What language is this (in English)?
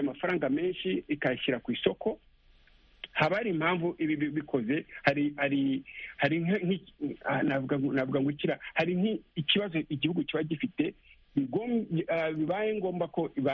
Kinyarwanda